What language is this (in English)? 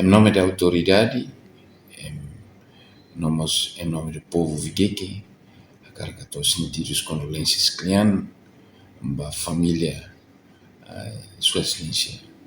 Tetum